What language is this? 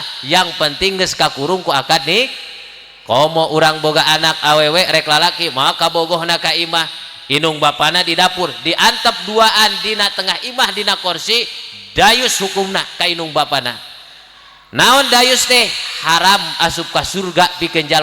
Sundanese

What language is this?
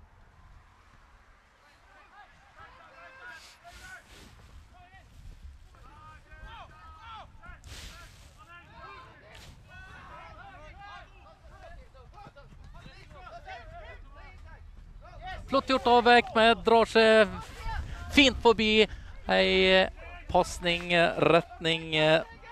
Norwegian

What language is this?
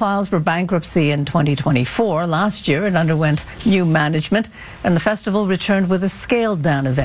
English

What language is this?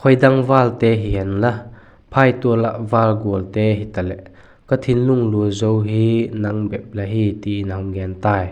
Vaiphei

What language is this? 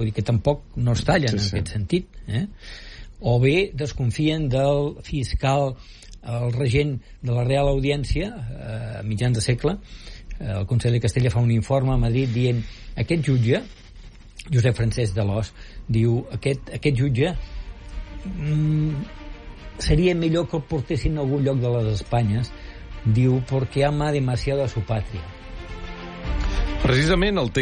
Catalan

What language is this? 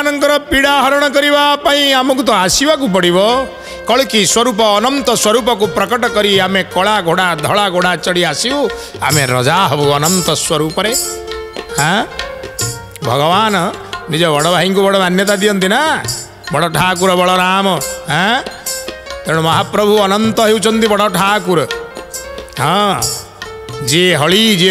Odia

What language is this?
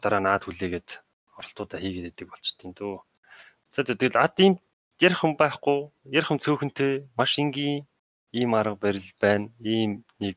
Mongolian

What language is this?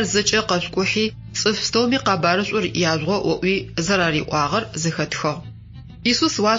Adyghe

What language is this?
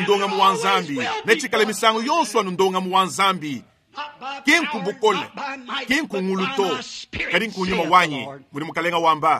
Luba-Lulua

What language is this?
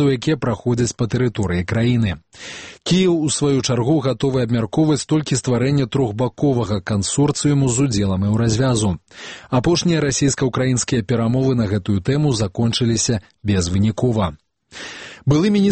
Belarusian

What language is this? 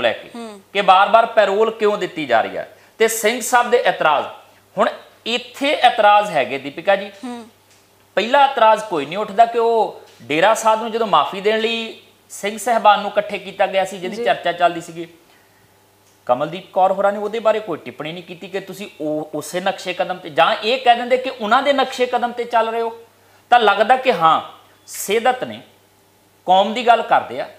Punjabi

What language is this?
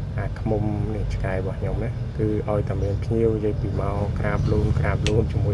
Khmer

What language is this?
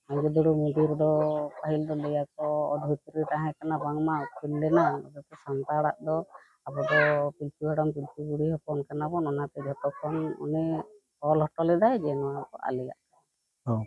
Santali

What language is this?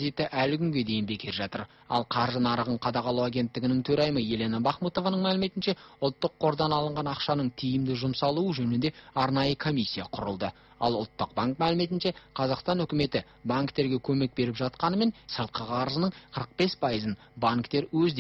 Kazakh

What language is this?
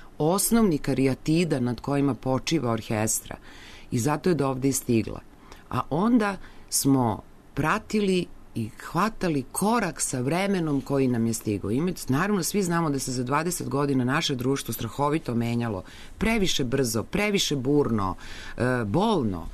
Serbian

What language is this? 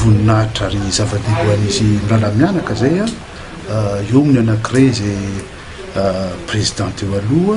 Malagasy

